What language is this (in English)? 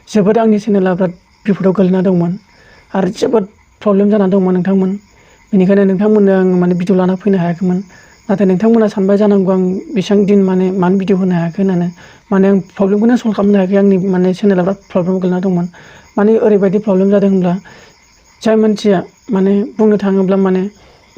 Bodo